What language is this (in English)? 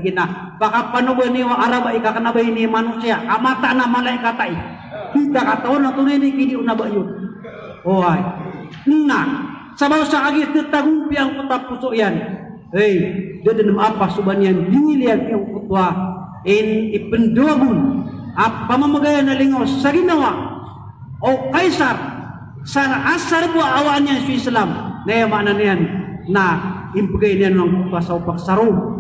Maranao